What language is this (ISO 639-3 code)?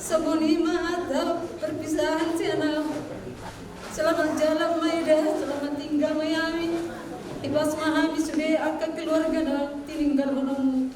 bbc